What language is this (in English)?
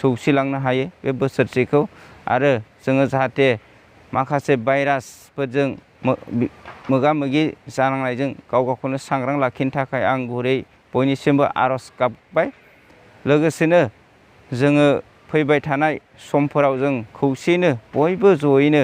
Bodo